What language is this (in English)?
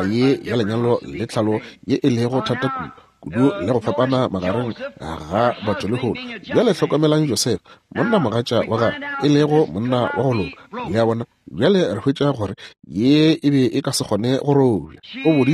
Northern Sotho